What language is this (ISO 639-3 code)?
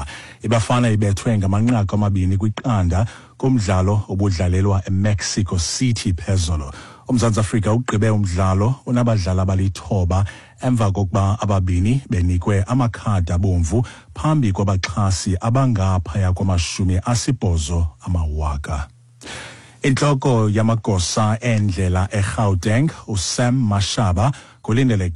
xho